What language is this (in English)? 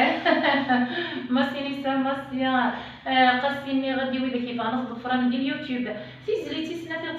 Kabyle